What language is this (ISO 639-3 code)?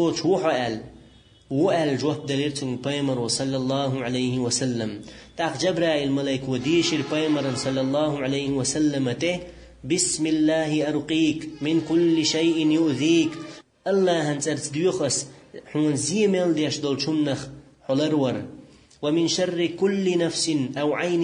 che